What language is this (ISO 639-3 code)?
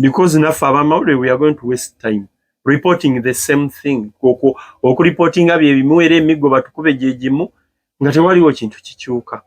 lug